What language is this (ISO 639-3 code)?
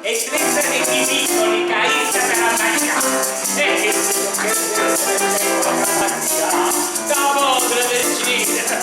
nap